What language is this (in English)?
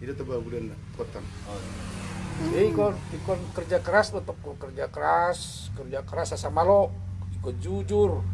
Batak Toba